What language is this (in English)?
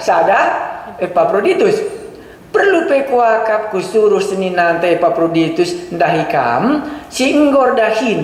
Batak Karo